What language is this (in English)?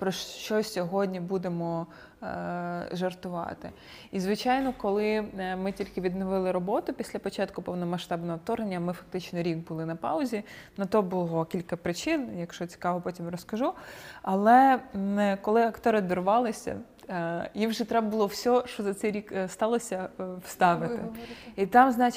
Ukrainian